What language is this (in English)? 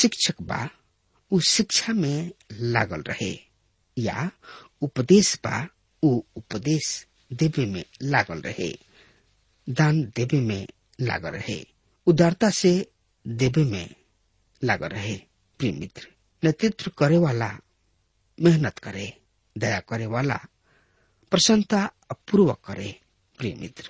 Bhojpuri